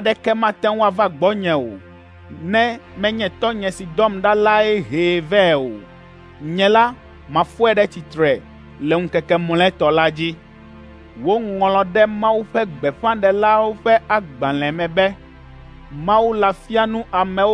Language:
Ewe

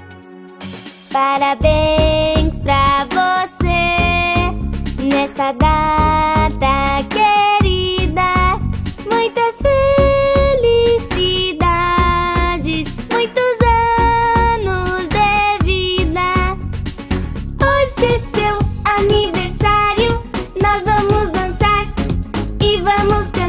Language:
Portuguese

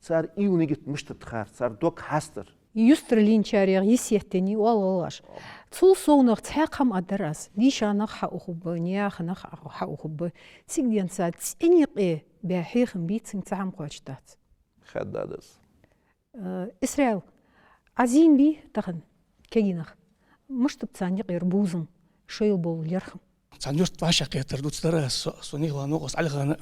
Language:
Ingush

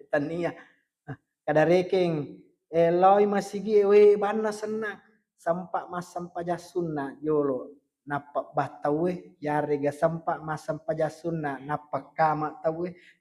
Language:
Buginese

